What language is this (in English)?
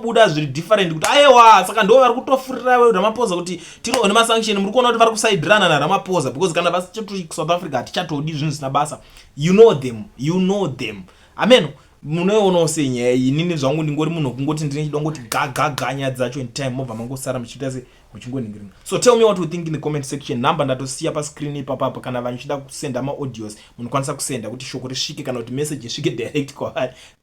Shona